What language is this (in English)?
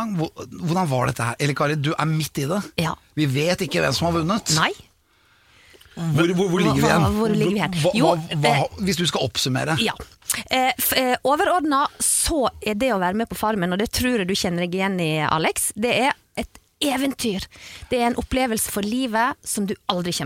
Norwegian